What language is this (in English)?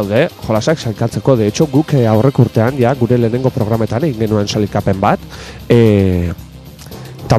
Basque